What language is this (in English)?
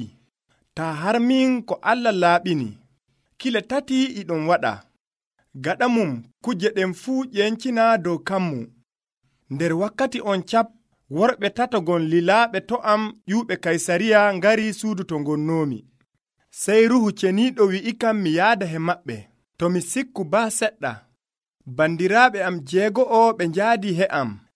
Nigerian Fulfulde